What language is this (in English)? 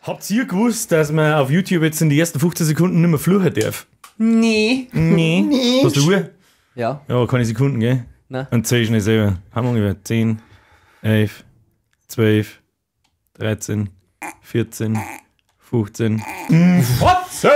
Bavarian